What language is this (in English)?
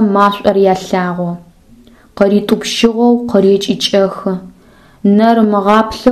Adyghe